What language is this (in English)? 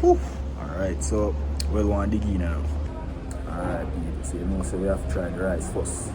Jamaican Creole English